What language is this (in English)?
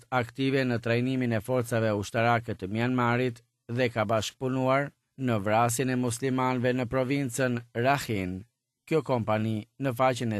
Albanian